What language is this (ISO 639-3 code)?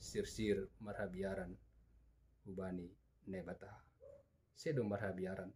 bts